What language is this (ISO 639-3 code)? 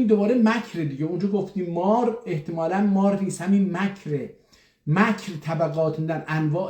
azb